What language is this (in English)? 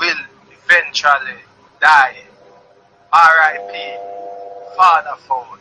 Jamaican Creole English